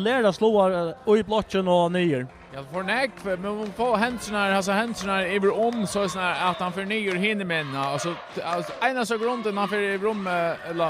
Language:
Faroese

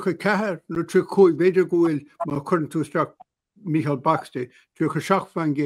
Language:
Irish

